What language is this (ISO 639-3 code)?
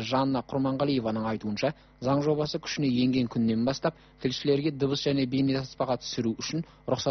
kaz